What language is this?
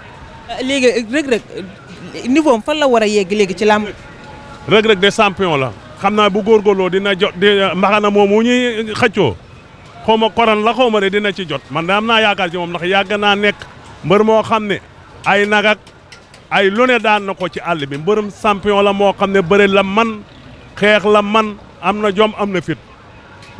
Wolof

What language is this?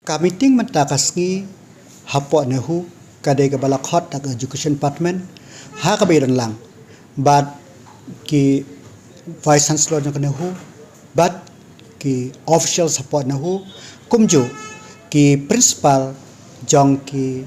Khasi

